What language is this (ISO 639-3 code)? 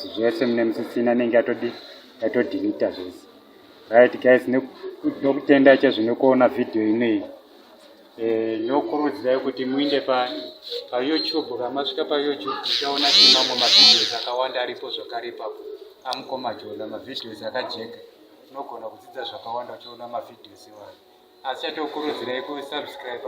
sna